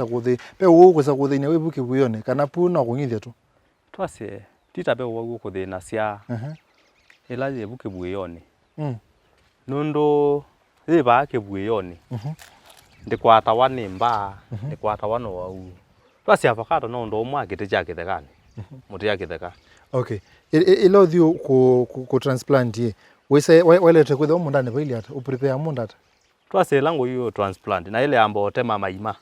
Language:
Kamba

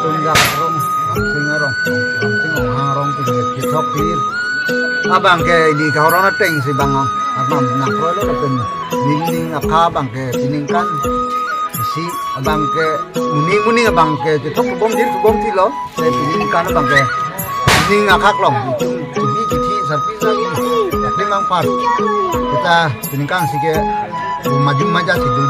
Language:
Karbi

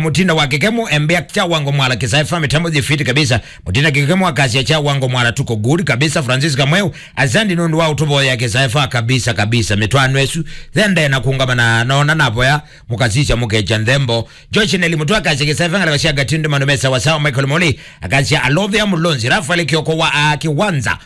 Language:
Kamba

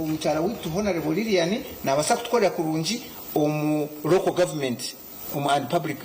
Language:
Nyankole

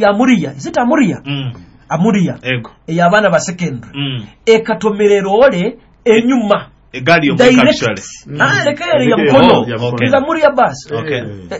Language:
Nyoro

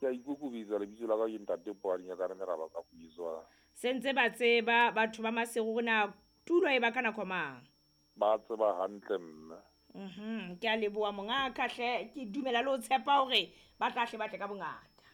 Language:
Southern Sotho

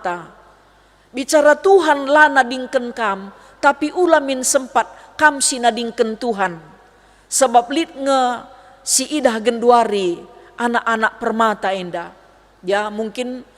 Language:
Batak Karo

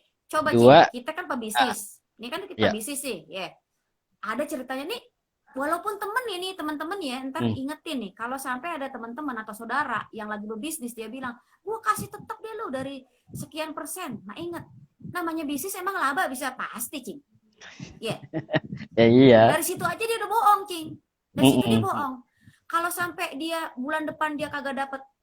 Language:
Betawi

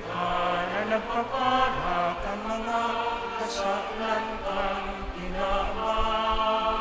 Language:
Bikol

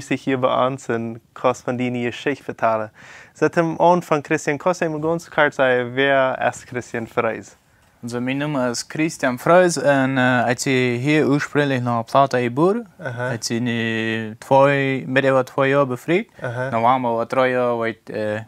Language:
Plautdietsch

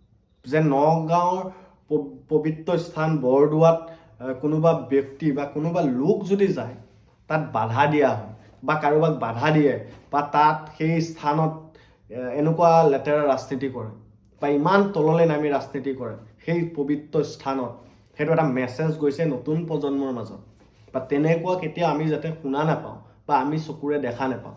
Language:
Assamese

